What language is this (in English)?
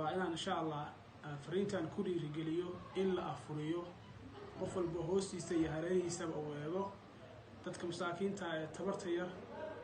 Somali